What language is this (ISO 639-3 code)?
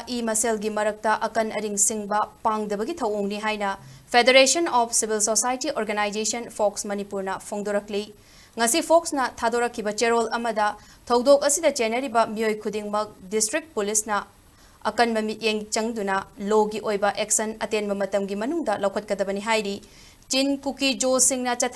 mni